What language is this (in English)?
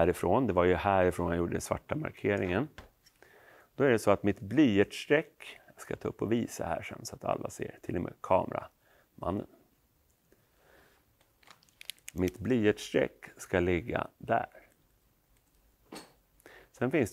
Swedish